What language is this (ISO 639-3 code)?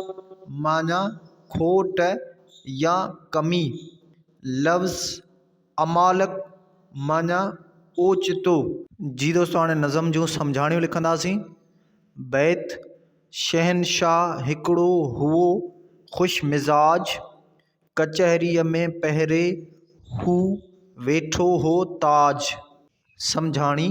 snd